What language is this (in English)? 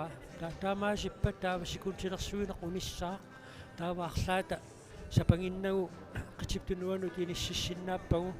Kalaallisut